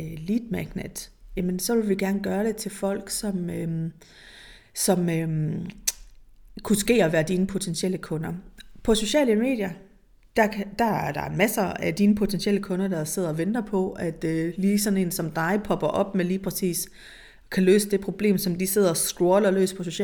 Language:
Danish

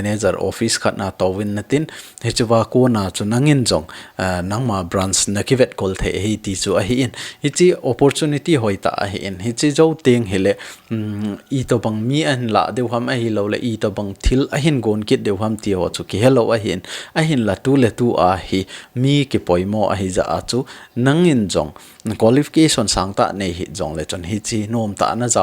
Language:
Thado Chin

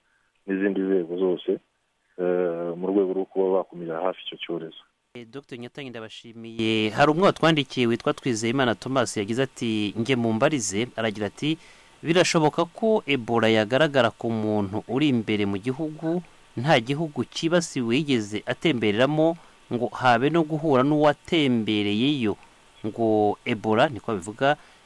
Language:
Kinyarwanda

